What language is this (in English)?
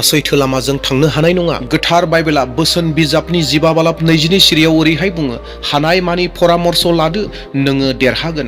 Bodo